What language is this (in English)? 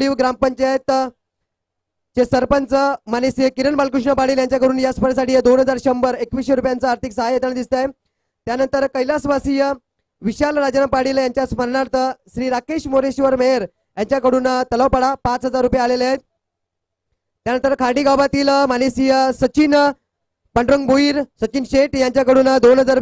Marathi